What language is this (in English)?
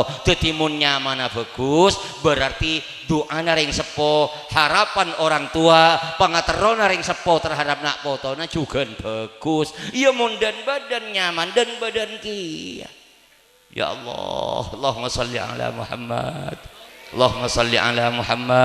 Madurese